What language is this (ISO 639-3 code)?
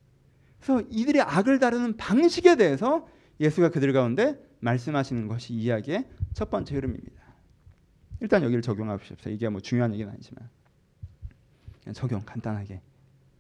kor